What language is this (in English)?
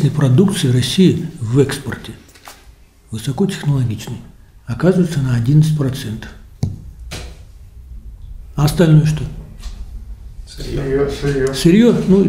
Russian